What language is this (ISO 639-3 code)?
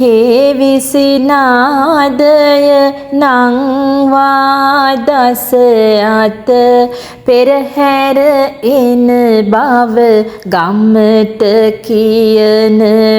sin